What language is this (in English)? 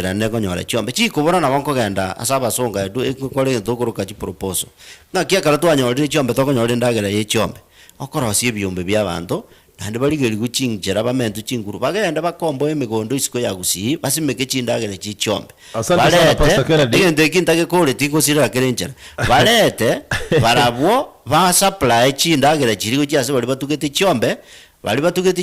Gusii